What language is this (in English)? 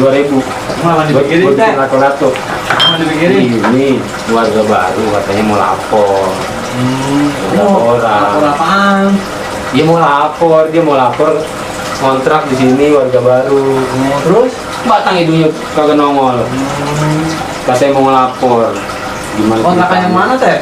Betawi